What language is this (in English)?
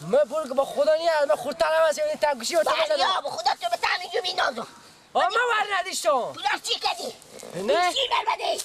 Persian